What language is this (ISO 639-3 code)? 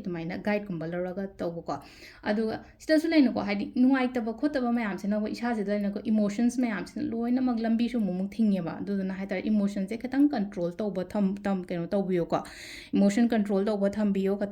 mni